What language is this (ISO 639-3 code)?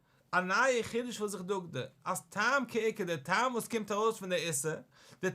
yid